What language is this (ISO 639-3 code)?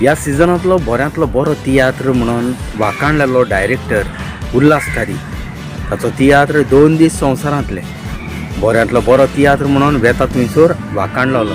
kok